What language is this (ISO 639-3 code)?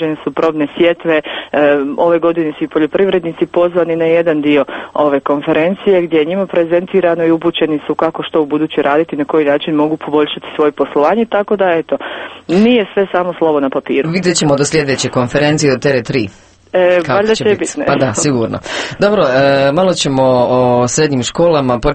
hrv